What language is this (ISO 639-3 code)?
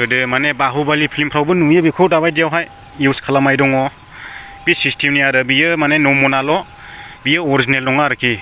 brx